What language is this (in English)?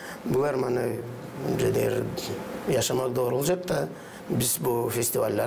Gagauz